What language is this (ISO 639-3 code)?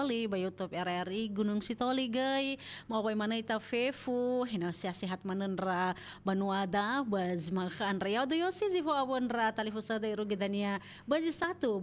nia